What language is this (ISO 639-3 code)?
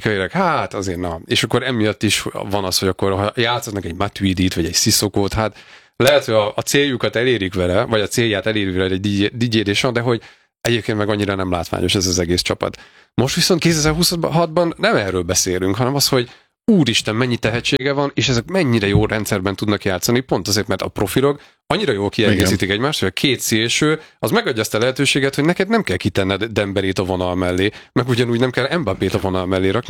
hun